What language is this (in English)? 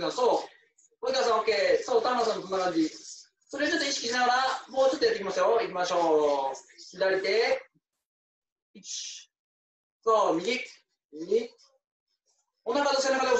Japanese